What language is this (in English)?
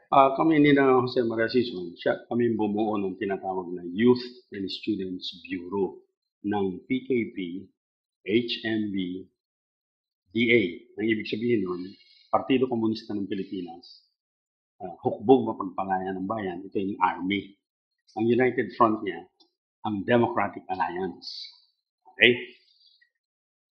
Filipino